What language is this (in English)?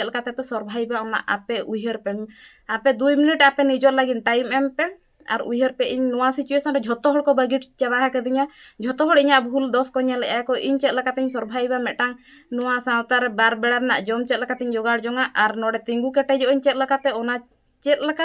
Santali